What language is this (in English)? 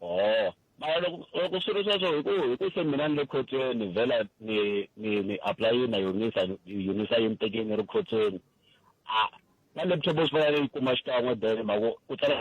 Tsonga